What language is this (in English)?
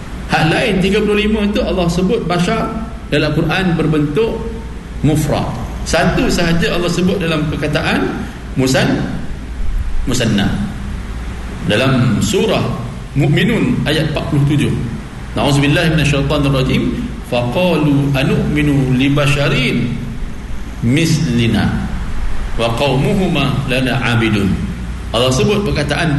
Malay